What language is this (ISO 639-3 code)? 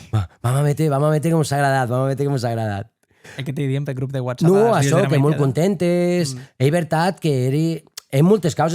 oci